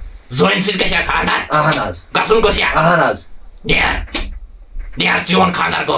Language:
Kashmiri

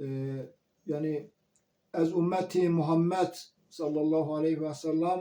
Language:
Zaza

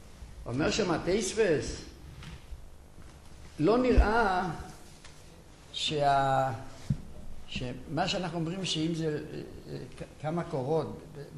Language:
Hebrew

